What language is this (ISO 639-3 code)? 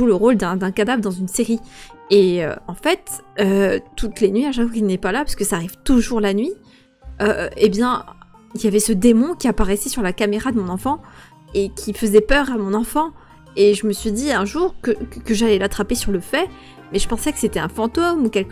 fra